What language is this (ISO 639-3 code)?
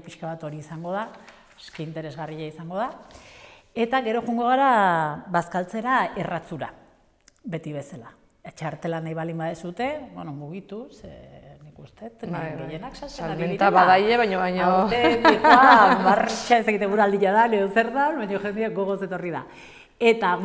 eus